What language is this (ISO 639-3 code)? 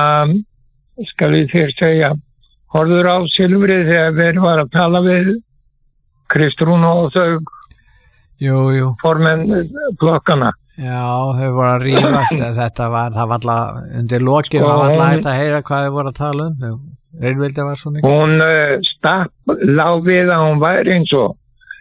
isl